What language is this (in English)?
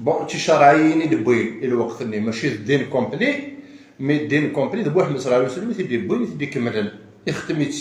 Kabyle